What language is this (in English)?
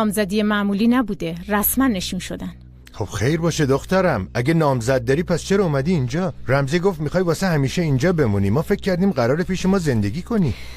Persian